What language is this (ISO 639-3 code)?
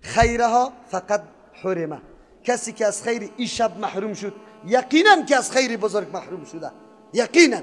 fas